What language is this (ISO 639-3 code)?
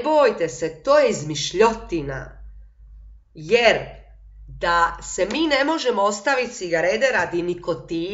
hrv